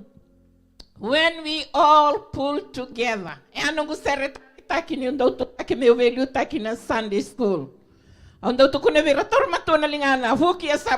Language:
Fijian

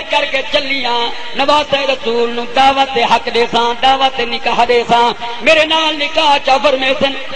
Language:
Saraiki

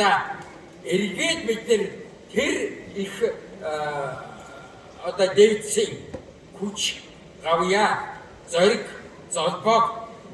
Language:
Mongolian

